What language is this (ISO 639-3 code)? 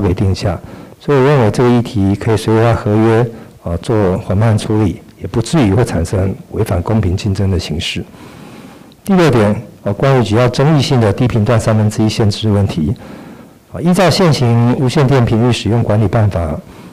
zho